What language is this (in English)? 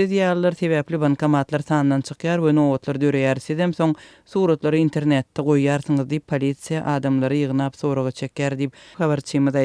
Turkmen